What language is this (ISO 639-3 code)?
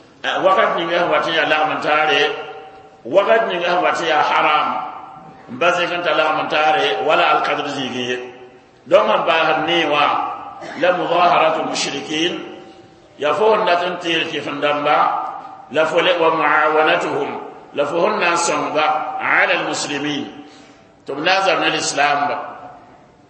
mos